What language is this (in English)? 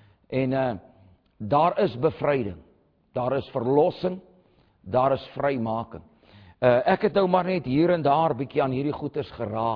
Afrikaans